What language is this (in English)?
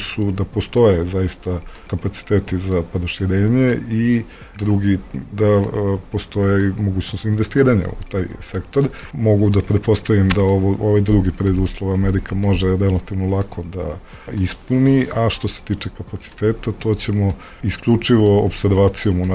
Serbian